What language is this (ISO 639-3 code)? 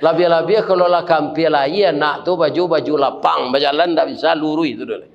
min